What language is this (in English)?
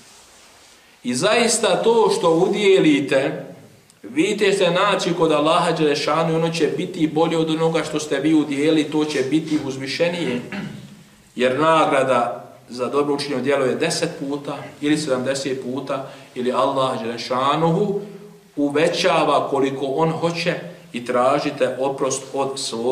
Bosnian